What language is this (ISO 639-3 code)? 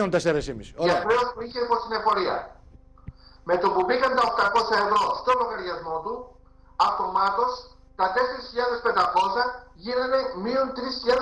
ell